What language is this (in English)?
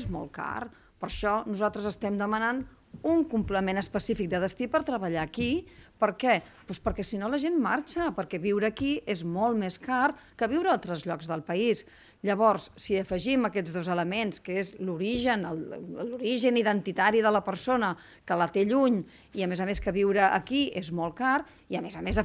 Catalan